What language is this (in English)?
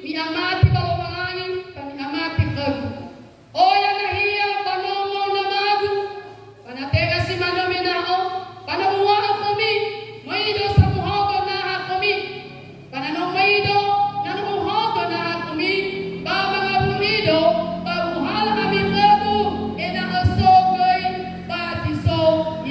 Nias